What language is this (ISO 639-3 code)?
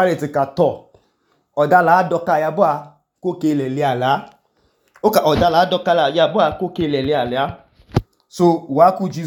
idu